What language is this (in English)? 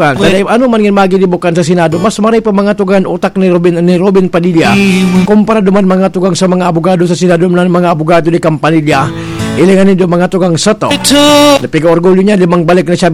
Bikol